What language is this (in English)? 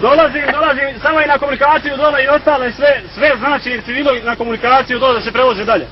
Serbian